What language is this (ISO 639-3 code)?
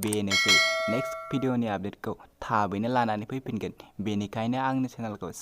brx